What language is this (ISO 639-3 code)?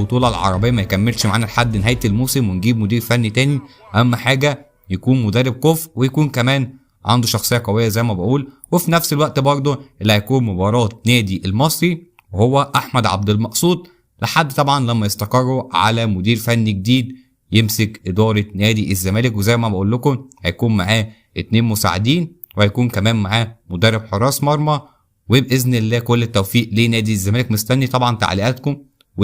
arz